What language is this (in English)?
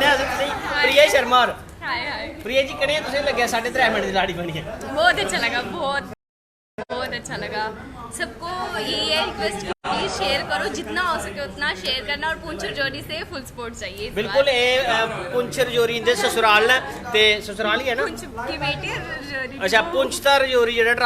Dogri